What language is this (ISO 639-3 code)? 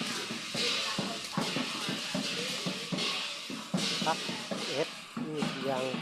lao